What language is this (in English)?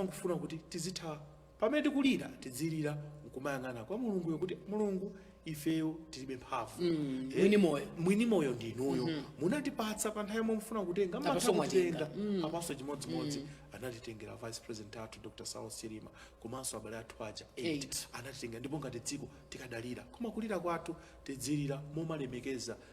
Nyanja